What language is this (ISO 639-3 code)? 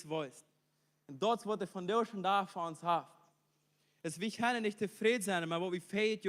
pdt